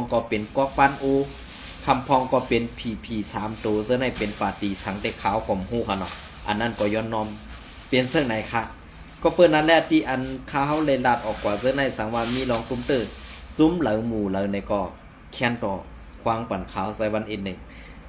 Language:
Shan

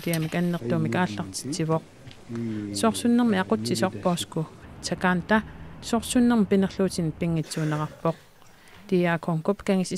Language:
Kalaallisut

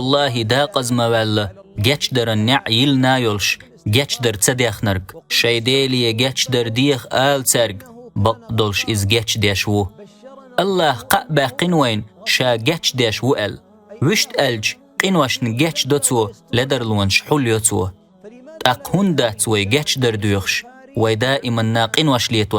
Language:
Chechen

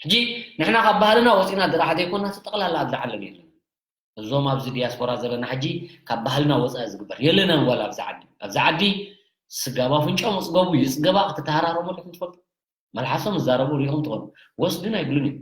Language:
Tigrinya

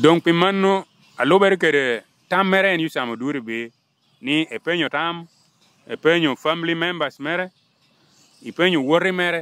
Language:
Lango (Uganda)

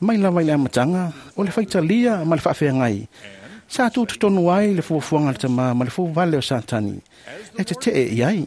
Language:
Samoan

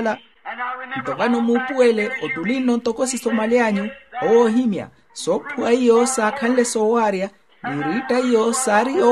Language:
Makhuwa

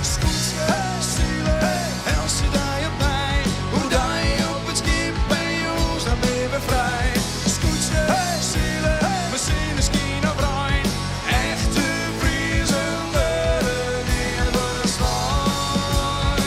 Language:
Western Frisian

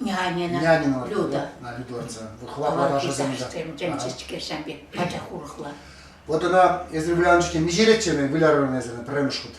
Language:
Chuvash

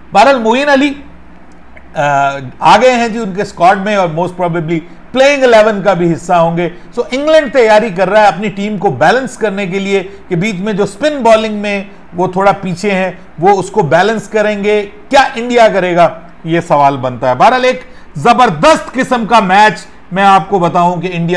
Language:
Hindi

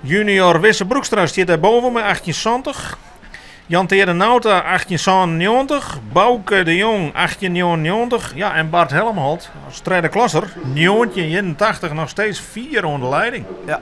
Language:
Western Frisian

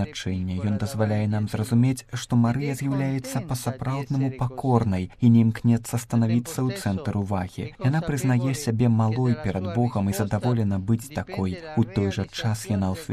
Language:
Belarusian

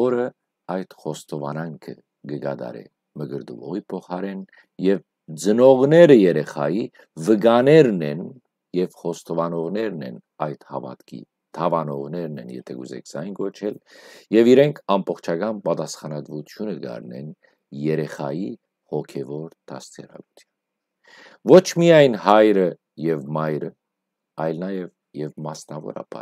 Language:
Western Armenian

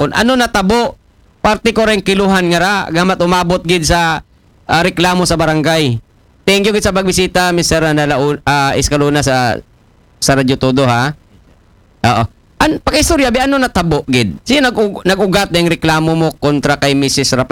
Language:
Aklanon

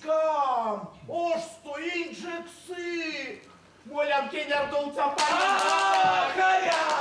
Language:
Erzya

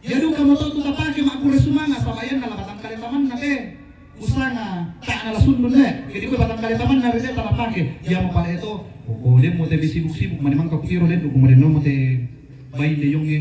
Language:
Toraja-Sa'dan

